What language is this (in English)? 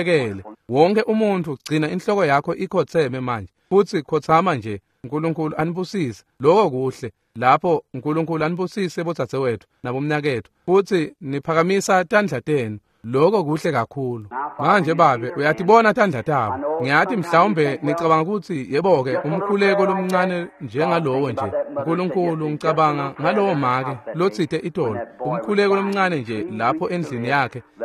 Swati